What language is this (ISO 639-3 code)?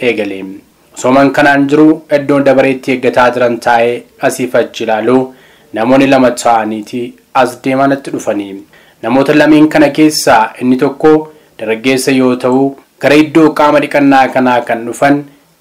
orm